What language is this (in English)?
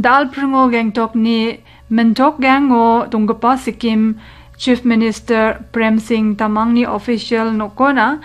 Garo